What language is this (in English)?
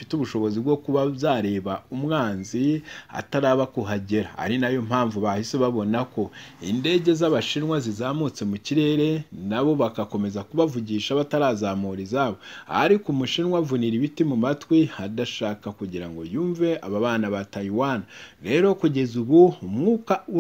Kinyarwanda